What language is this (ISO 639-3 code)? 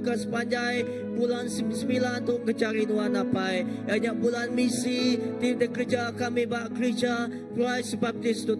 iba